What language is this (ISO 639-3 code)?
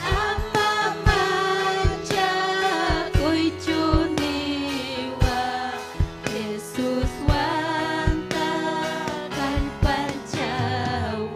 quy